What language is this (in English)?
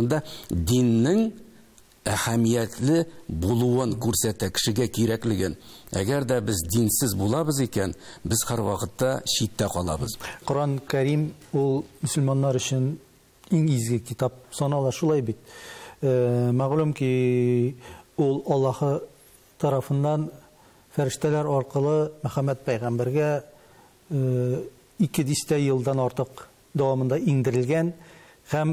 Tatar